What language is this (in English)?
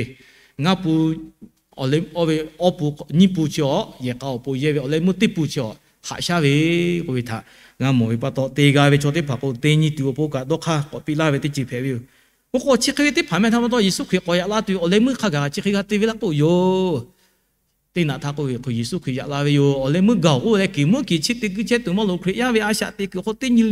Lahu